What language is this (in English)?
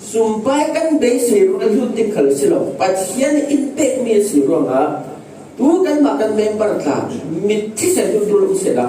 Falam Chin